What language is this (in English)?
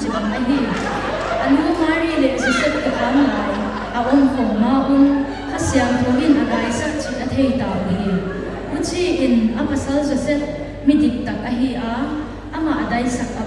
Paite Chin